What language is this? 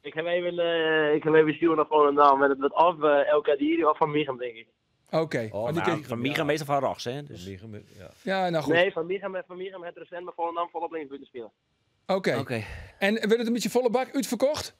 Western Frisian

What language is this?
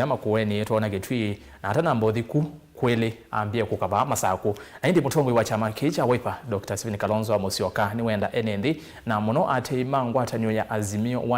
Kamba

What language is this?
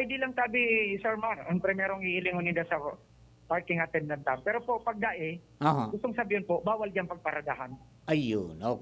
Bikol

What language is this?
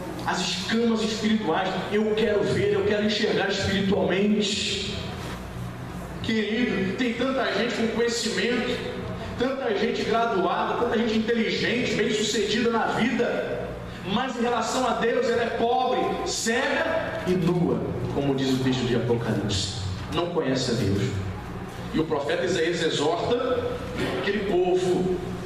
Portuguese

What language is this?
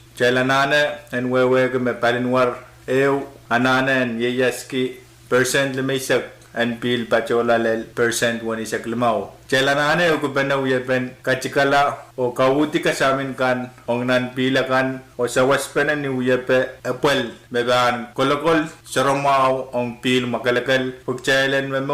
Pohnpeian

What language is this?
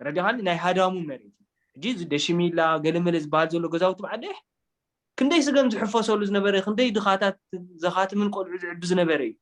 Tigrinya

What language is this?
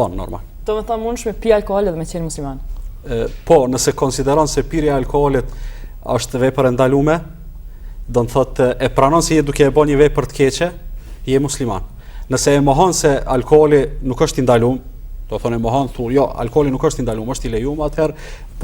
Albanian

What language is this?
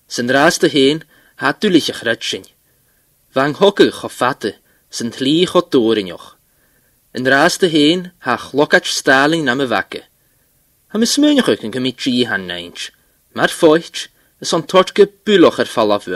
Scottish Gaelic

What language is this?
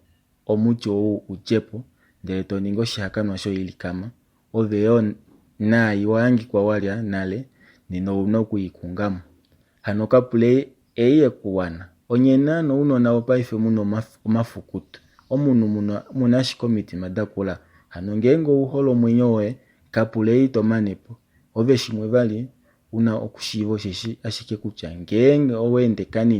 Kuanyama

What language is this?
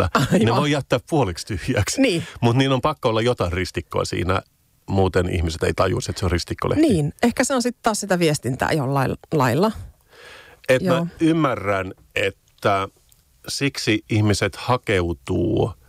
Finnish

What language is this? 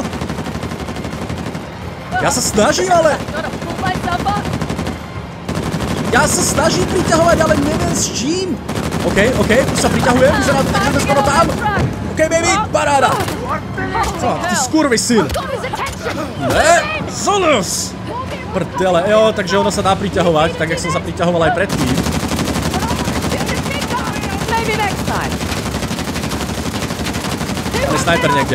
Slovak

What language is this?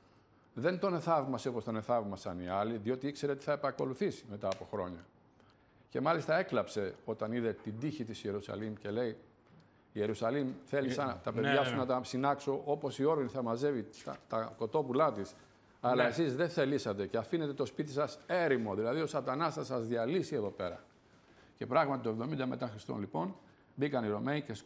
Greek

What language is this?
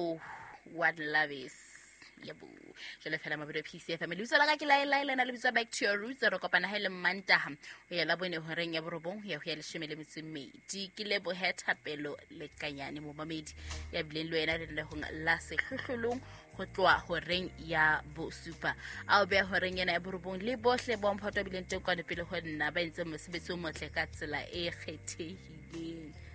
Southern Sotho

